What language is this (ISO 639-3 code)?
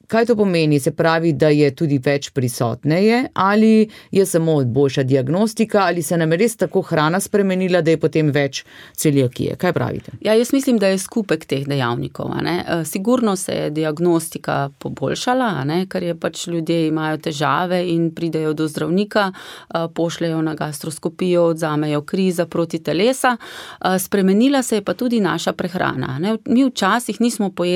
slv